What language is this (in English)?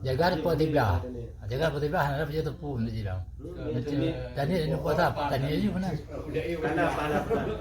Achinese